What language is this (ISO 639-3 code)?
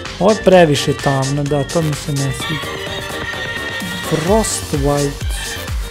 srp